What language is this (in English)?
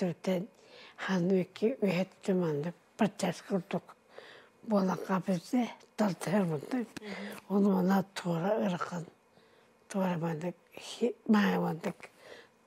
Yakut